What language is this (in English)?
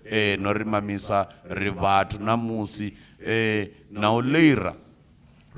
Venda